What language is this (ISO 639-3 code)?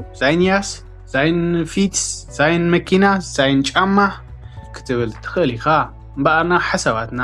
tir